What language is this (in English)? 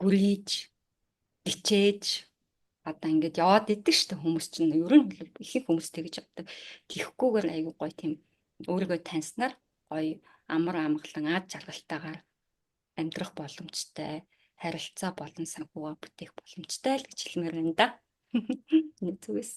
Mongolian